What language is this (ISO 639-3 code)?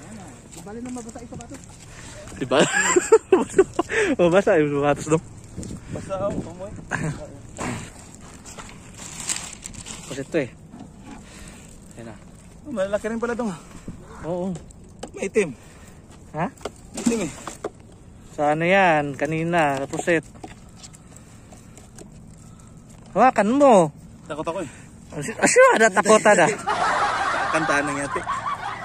fil